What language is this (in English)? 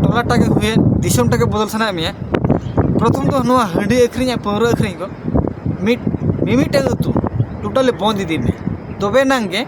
Santali